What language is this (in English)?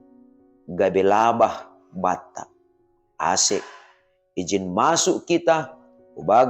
Batak Simalungun